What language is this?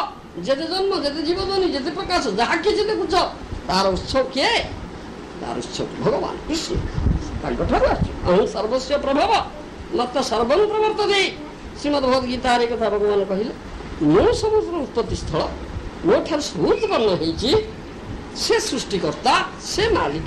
Odia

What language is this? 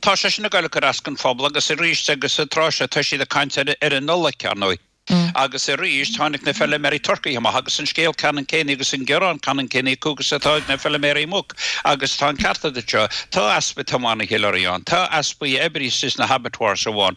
Irish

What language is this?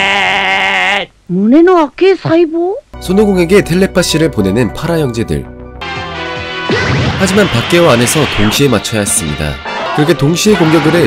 Korean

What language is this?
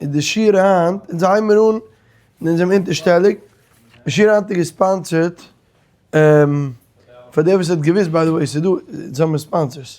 Yiddish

